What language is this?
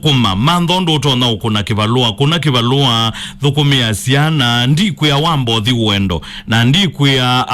Kamba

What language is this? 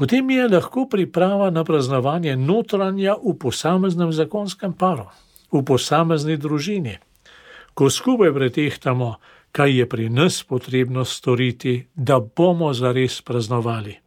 Slovenian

